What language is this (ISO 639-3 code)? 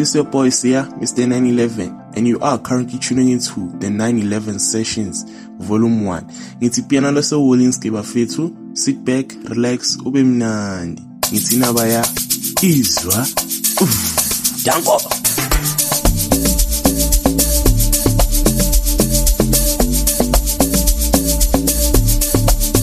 zul